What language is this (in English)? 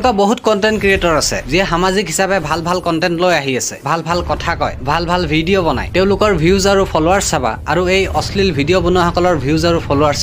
Assamese